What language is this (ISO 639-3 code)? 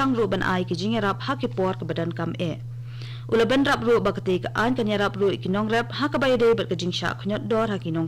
kha